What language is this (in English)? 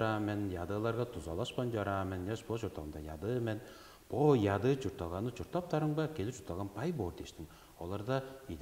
Tuvinian